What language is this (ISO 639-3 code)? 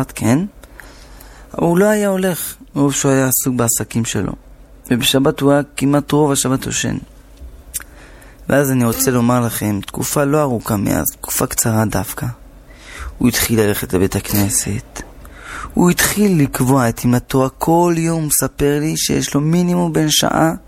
heb